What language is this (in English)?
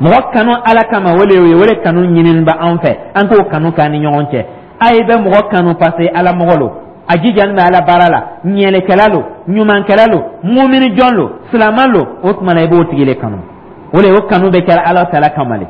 Dyula